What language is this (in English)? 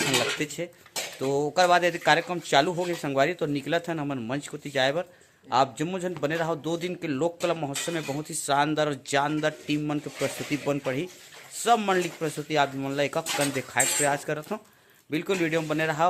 Chhattisgarhi